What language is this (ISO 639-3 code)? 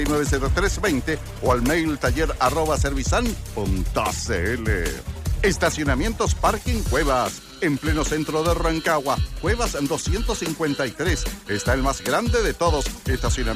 spa